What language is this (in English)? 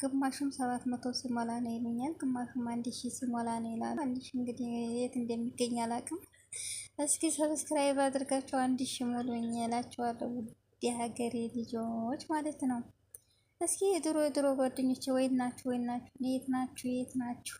Amharic